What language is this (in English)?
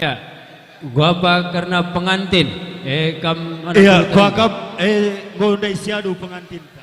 Batak Karo